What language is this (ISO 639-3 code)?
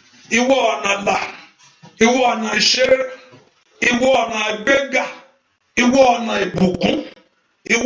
yor